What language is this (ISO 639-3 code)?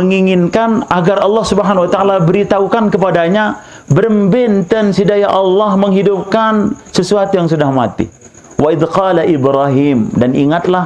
sas